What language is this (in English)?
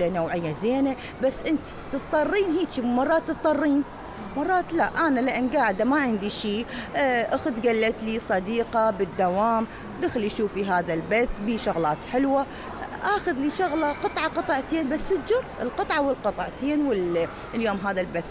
Mesopotamian Arabic